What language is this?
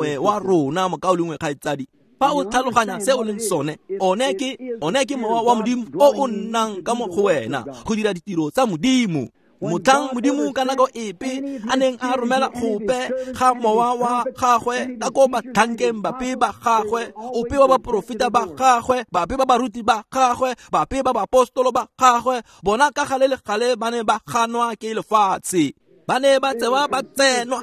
Tswana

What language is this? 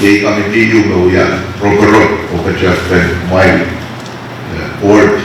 Pohnpeian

